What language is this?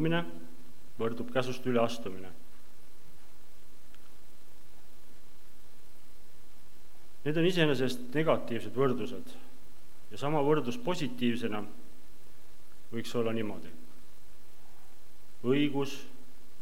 Estonian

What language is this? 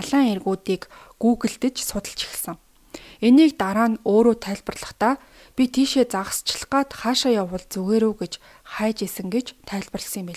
Mongolian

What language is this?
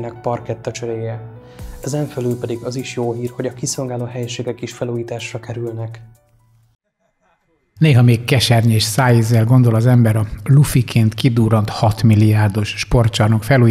Hungarian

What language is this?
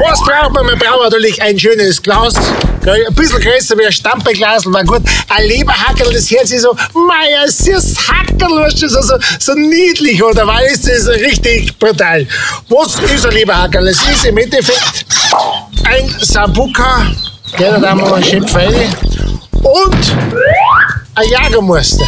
Bavarian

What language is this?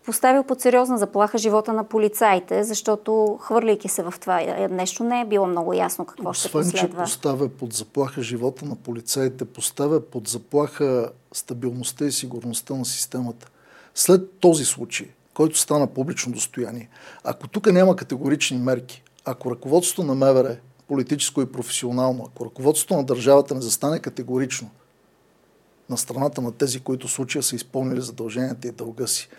Bulgarian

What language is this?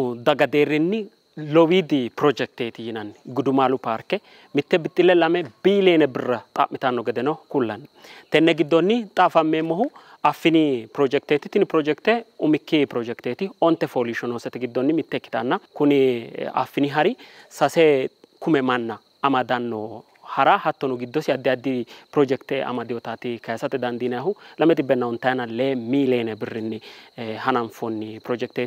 Sidamo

